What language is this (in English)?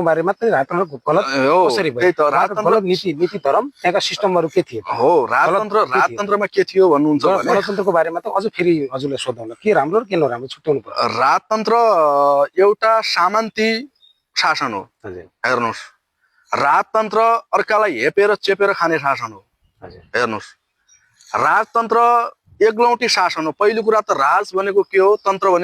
Nepali